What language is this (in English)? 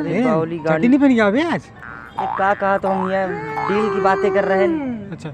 Awadhi